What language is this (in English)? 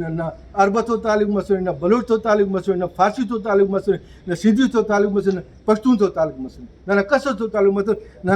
Brahui